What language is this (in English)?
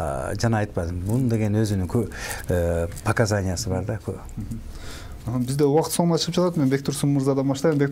Kyrgyz